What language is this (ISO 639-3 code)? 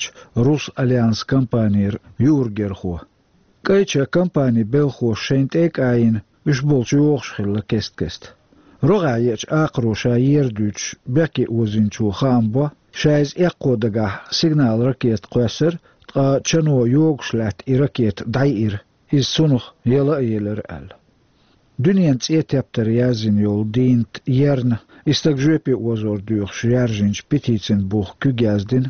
che